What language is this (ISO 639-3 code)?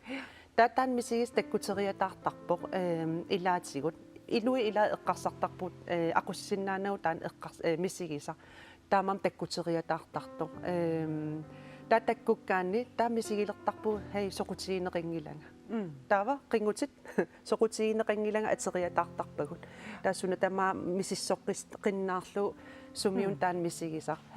kal